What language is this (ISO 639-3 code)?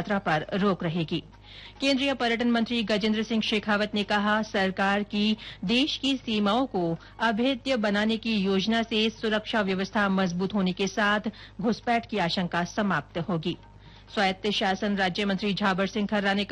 hin